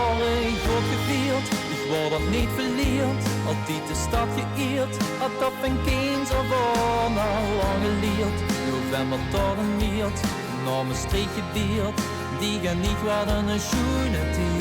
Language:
Limburgish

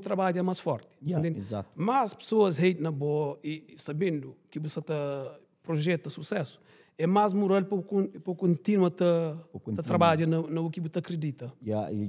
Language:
Kabuverdianu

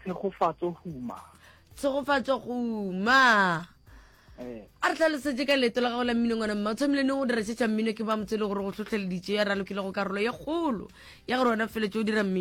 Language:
Northern Sotho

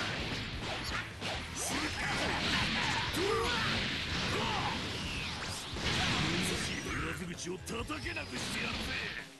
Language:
Japanese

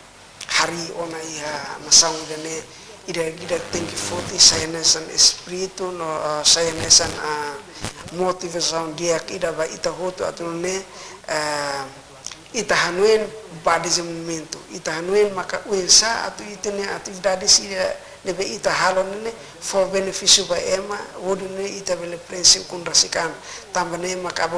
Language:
Tetum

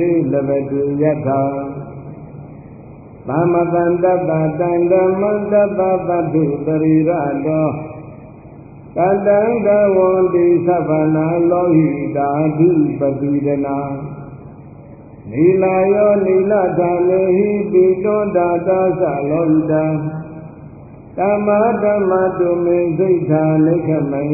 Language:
Burmese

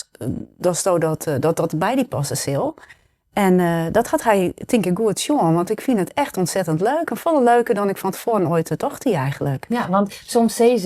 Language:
Western Frisian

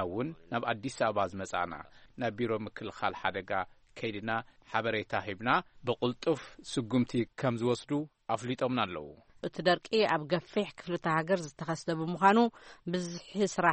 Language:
Tigrinya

